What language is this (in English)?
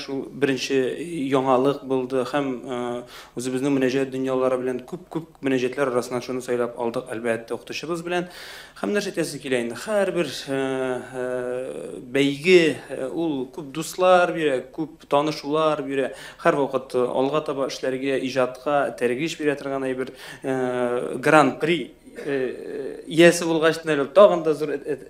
Tatar